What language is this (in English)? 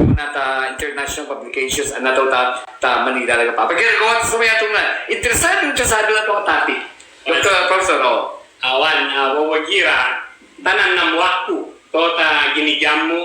Ibanag